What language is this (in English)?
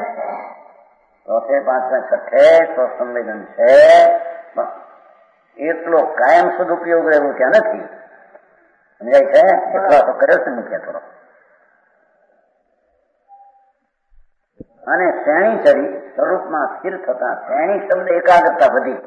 Gujarati